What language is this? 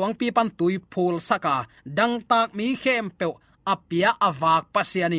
Tedim Chin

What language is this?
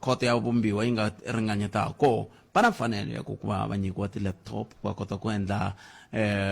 Tsonga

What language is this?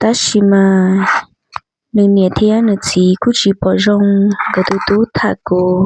Hmong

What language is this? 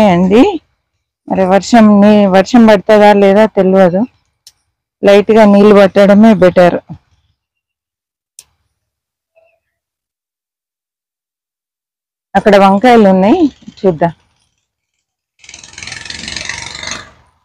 Telugu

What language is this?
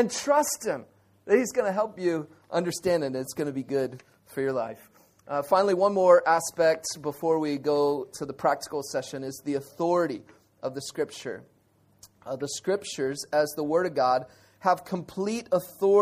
English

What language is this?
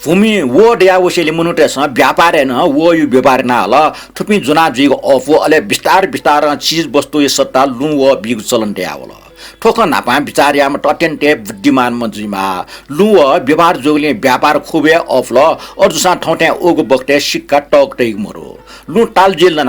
Newari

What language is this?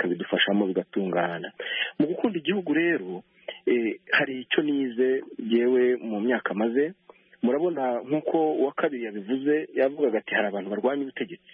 Kinyarwanda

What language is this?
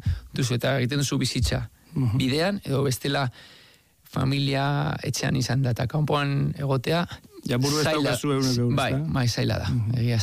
Basque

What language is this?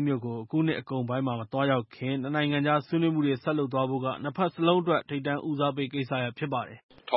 Burmese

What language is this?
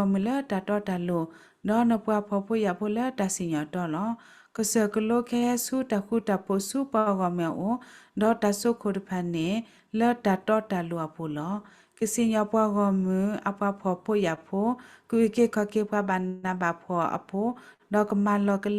S'gaw Karen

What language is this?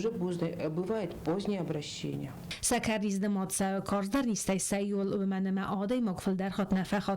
Ossetic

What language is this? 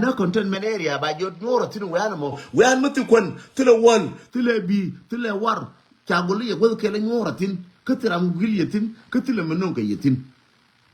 Nuer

